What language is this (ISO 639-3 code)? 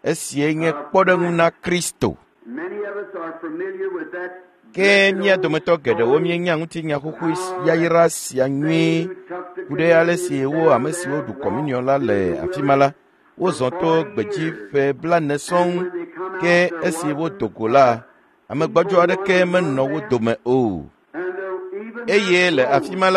ewe